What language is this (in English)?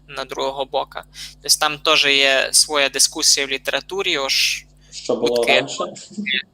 Rusyn